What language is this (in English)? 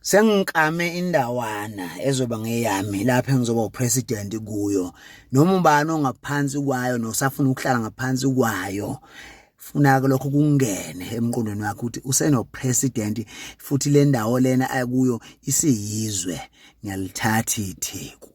Zulu